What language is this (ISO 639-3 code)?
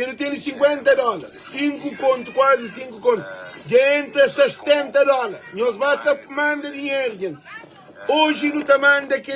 kea